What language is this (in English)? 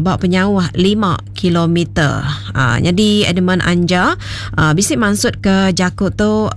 Iban